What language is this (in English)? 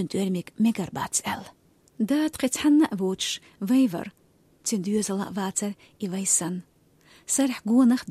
Chechen